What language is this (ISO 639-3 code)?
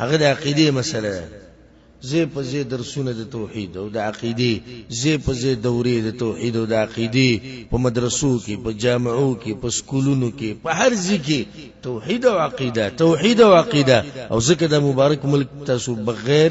pus